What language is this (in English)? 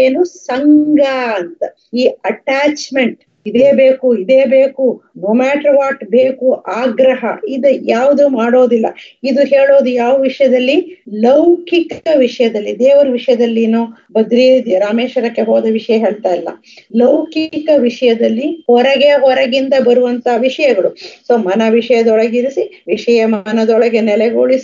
Kannada